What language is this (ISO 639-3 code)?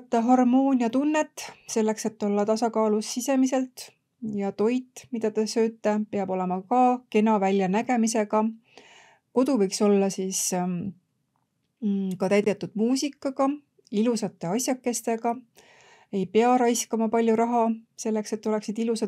est